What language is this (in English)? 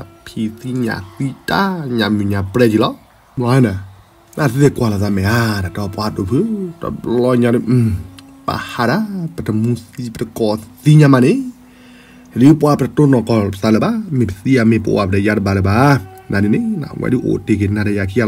S'gaw Karen